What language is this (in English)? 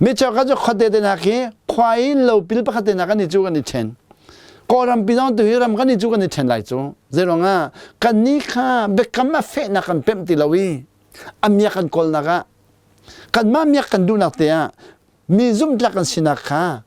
Hakha Chin